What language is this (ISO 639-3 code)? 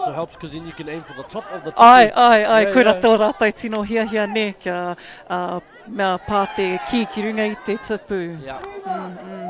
mri